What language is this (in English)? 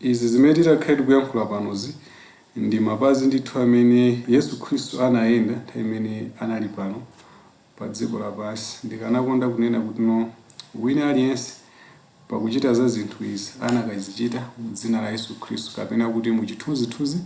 Nyanja